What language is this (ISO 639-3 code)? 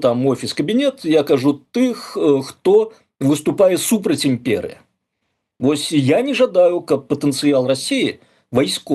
bel